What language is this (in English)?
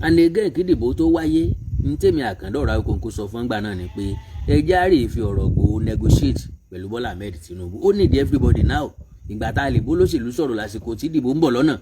Yoruba